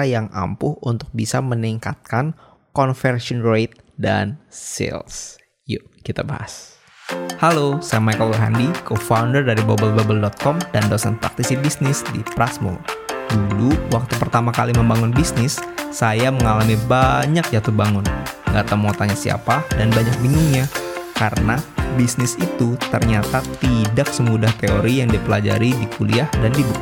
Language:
Indonesian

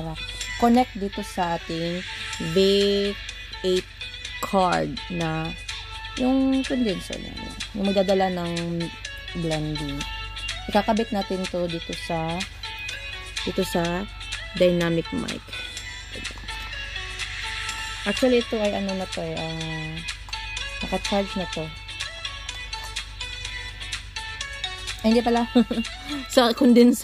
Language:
Filipino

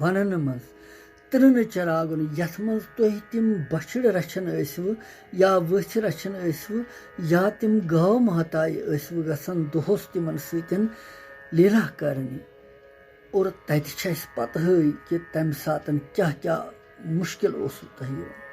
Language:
Kashmiri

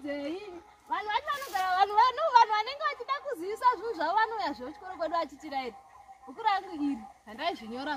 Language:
Shona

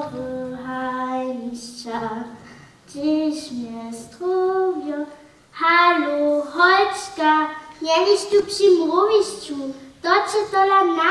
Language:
Upper Sorbian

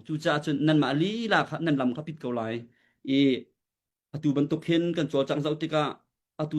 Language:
Hakha Chin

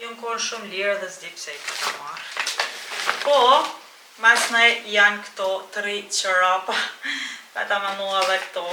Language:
Albanian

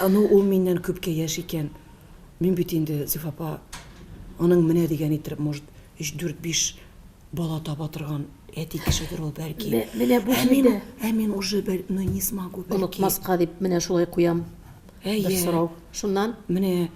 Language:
Tatar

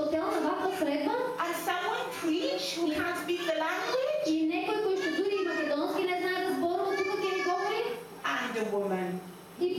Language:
Macedonian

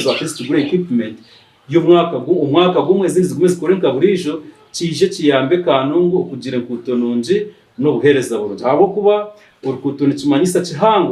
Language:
Nyankole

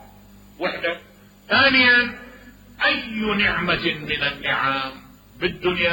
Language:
Mesopotamian Arabic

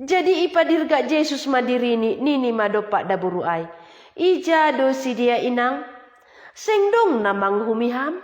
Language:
Batak Simalungun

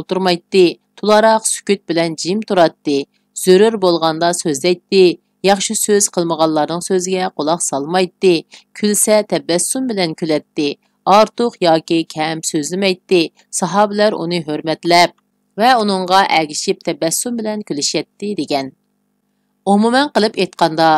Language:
Uyghur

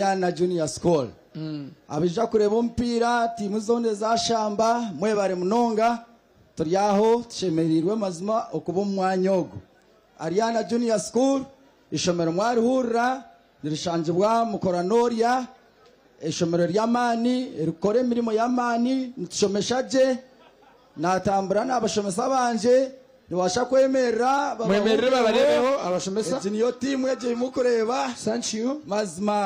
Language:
Nyankole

